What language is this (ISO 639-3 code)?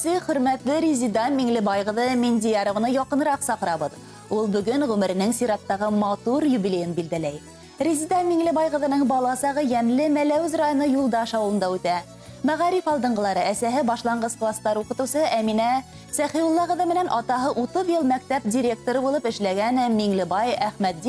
bak